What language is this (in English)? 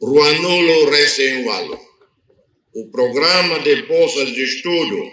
Tetum